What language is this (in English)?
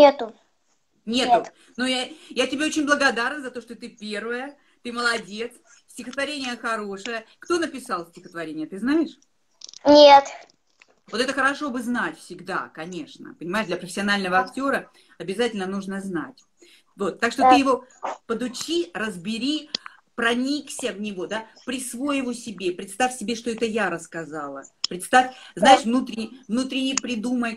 Russian